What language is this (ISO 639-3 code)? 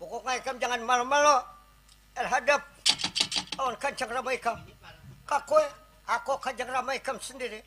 bjn